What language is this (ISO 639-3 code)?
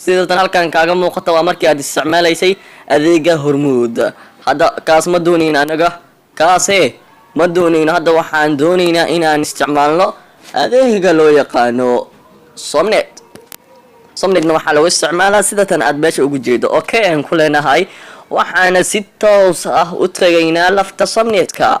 som